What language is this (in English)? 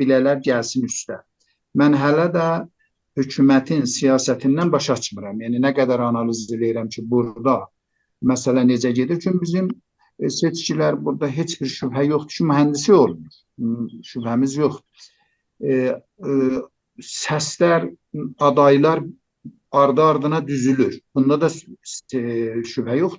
South Azerbaijani